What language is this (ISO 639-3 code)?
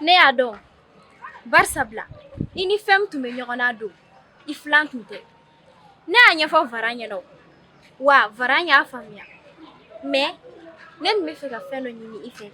bam